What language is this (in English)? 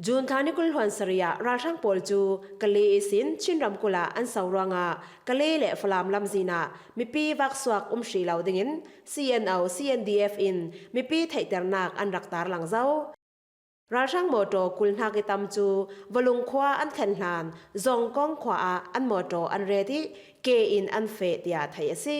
Falam Chin